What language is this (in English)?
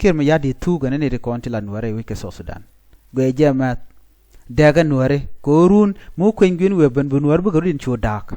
Nuer